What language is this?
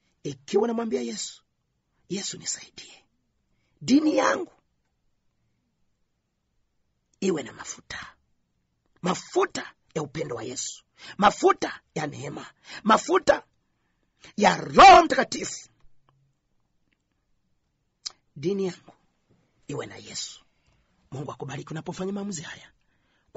Swahili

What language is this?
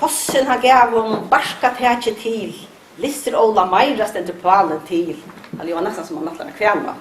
Faroese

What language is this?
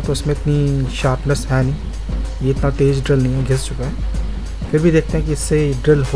Hindi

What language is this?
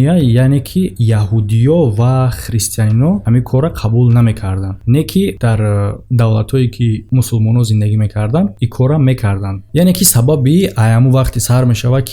Tajik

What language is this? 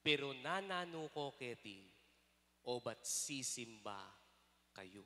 Pampanga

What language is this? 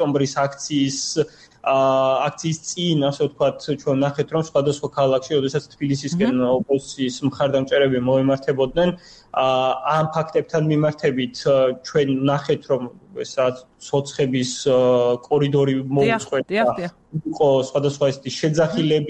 Georgian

